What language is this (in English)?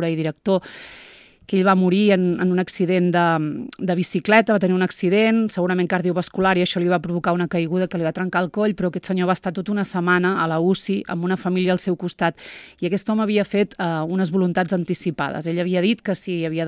Catalan